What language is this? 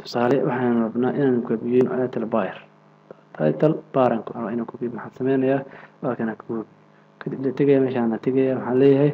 Somali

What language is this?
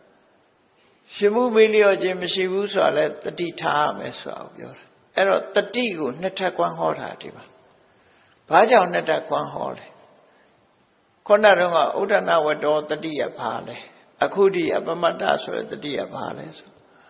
Burmese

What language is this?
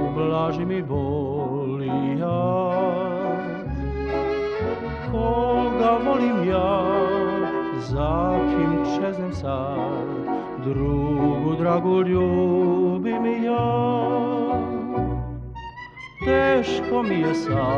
Serbian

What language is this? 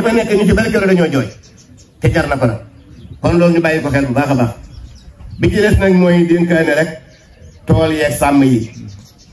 Wolof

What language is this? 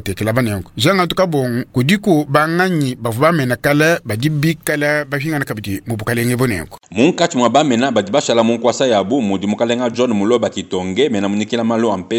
Luba-Lulua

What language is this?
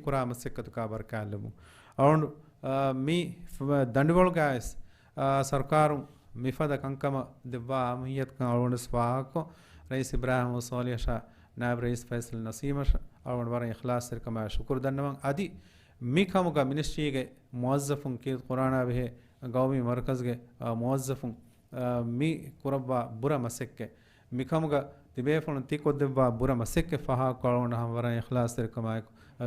Divehi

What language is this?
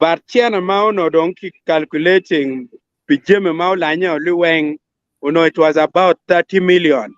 Acoli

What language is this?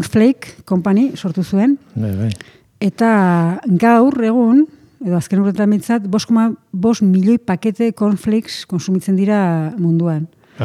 Basque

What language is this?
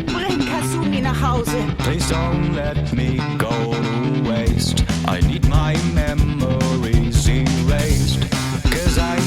Bavarian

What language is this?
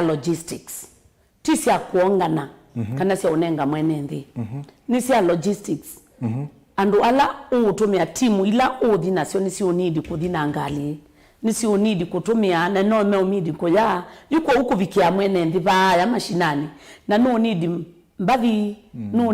Kamba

